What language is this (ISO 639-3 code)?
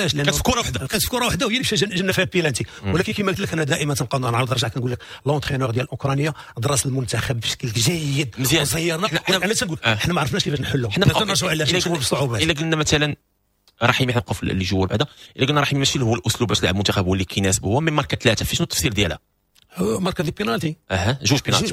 ary